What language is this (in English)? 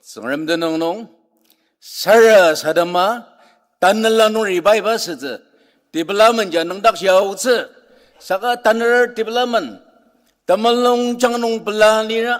Ao Naga